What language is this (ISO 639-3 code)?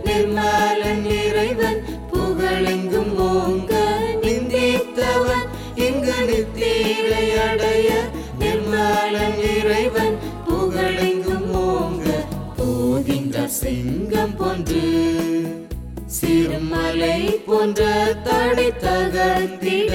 tam